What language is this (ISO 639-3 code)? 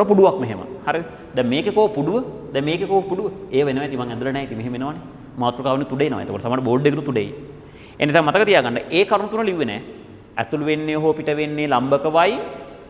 sin